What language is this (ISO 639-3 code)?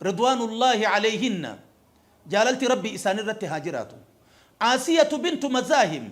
orm